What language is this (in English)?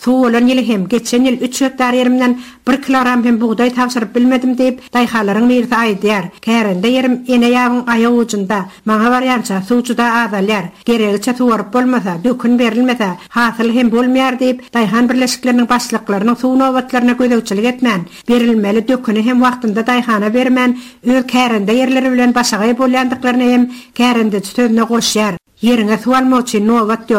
Turkmen